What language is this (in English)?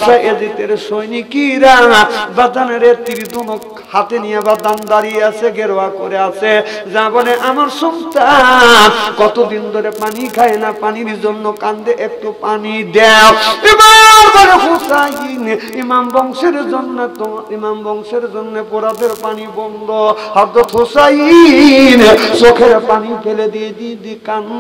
Bangla